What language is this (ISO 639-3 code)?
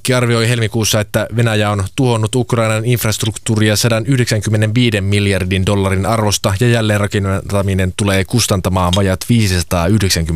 fin